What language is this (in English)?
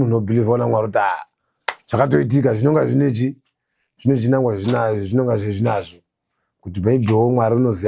Shona